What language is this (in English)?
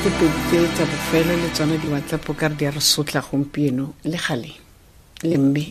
Tswana